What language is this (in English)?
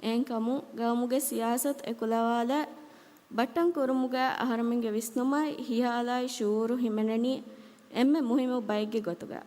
Divehi